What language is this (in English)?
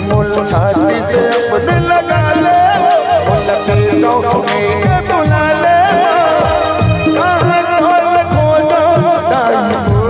Chhattisgarhi